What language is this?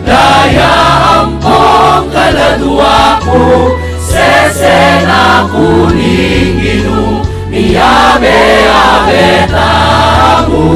Pampanga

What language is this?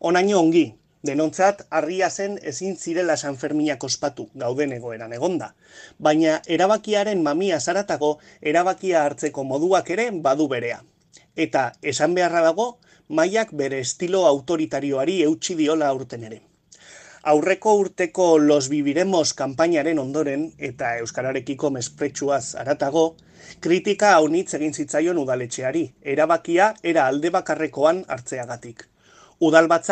Basque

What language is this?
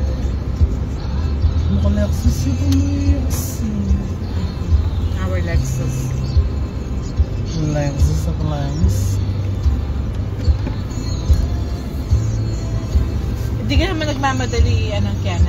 Filipino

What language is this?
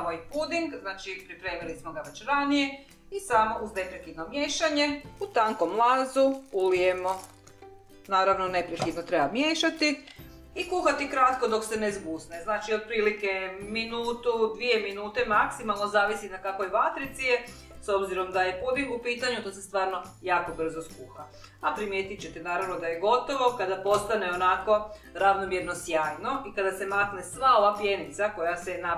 Croatian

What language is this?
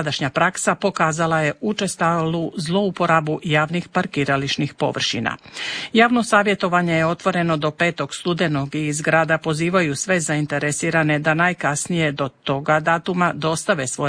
Croatian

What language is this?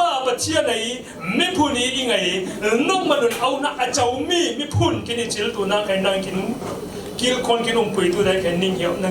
Falam Chin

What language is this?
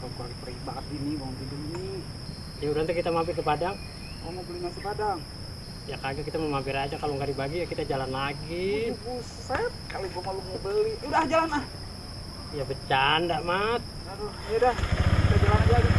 Betawi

